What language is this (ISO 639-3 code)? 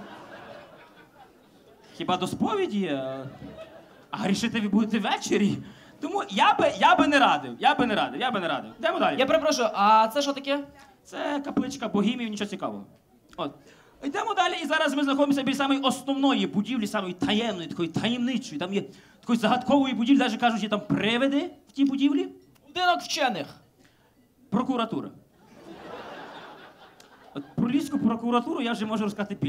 ukr